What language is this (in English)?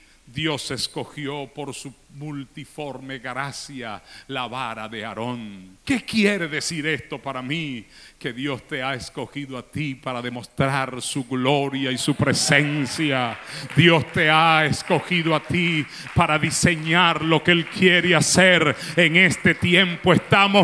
Spanish